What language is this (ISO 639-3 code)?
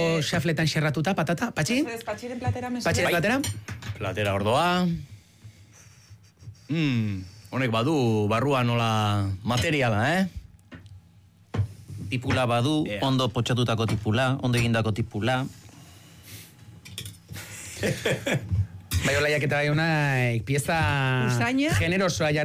eus